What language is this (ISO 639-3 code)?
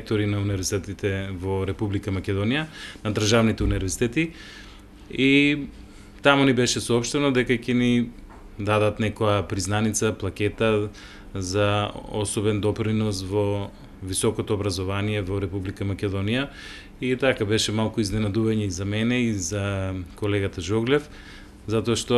mkd